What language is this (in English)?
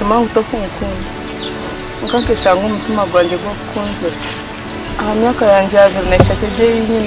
Nyankole